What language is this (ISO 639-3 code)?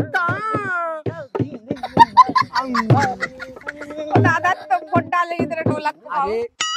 hin